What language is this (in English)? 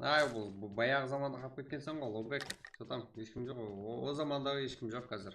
Kara-Kalpak